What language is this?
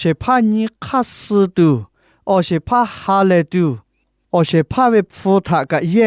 Lahu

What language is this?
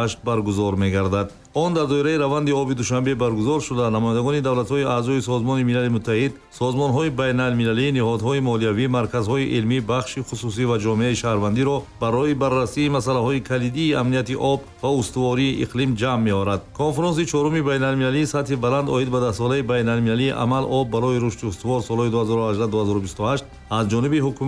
Tajik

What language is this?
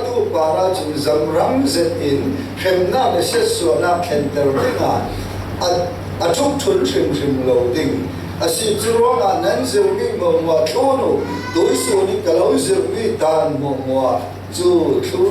Falam Chin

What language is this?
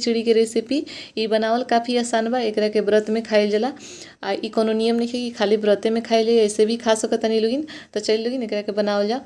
Bhojpuri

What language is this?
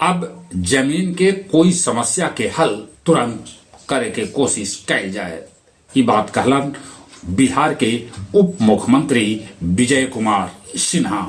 Magahi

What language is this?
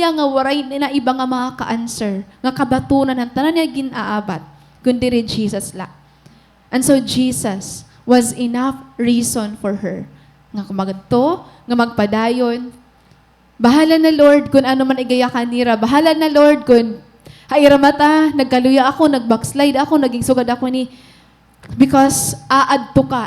Waray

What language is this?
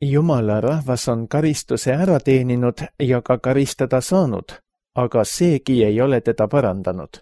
Estonian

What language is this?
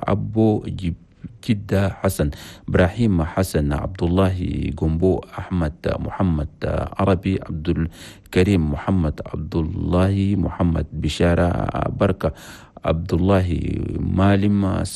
Chadian Arabic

